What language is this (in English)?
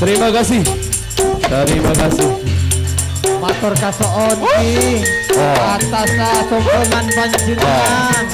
Madurese